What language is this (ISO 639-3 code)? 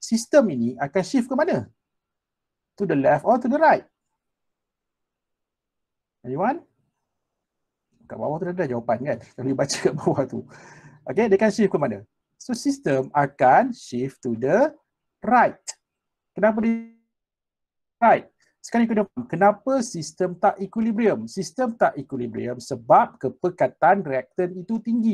msa